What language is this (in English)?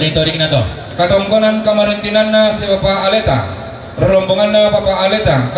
Toraja-Sa'dan